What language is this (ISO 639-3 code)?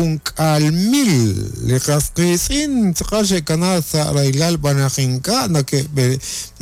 kek